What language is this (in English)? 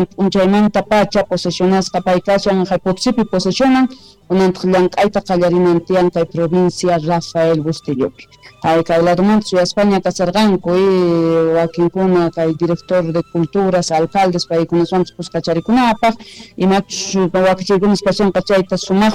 South Bolivian Quechua